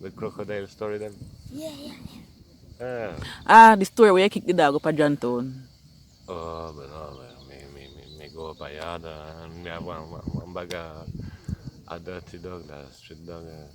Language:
Jamaican Creole English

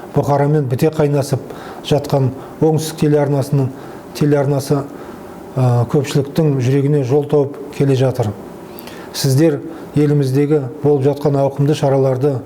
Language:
Kazakh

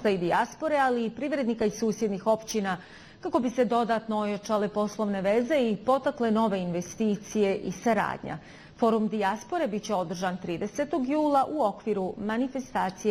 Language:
Bosnian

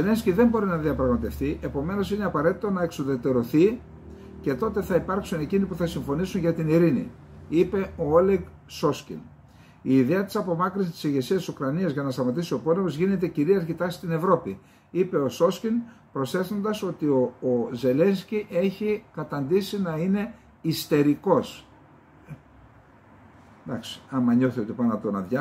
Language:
Greek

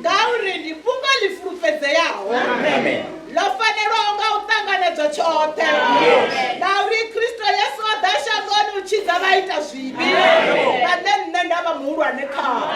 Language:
Venda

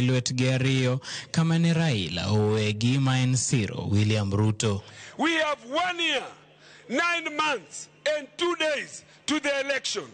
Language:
Luo (Kenya and Tanzania)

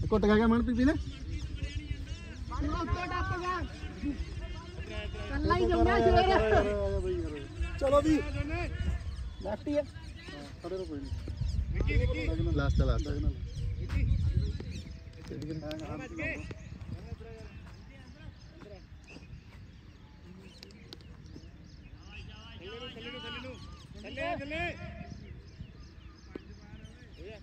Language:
Punjabi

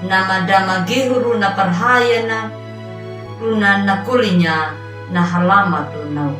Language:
Anakalangu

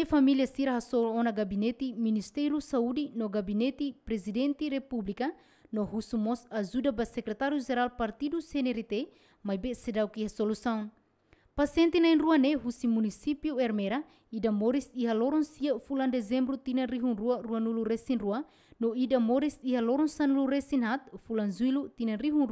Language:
Tetum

